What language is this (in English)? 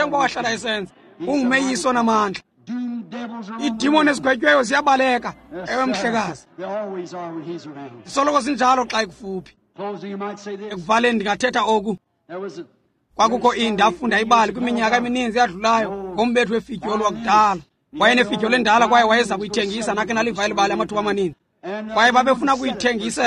Xhosa